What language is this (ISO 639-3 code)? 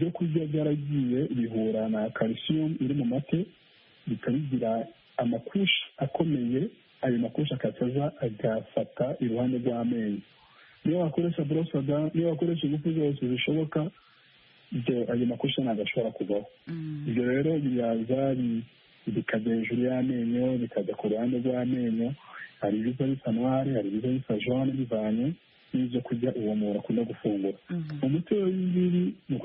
kin